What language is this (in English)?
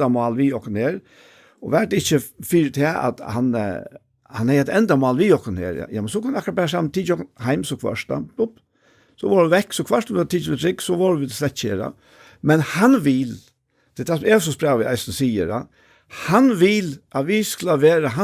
Faroese